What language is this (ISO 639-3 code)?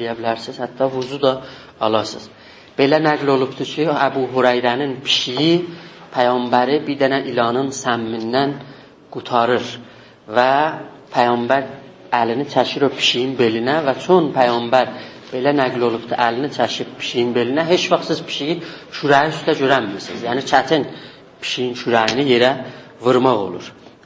azb